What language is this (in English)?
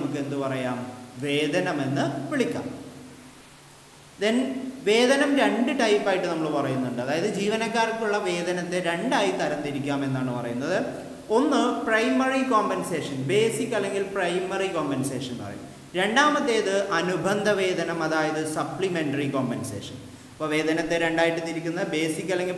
Malayalam